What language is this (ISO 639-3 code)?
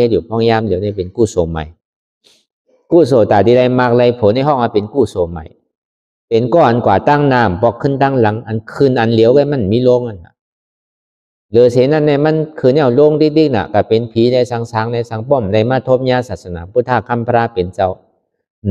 shn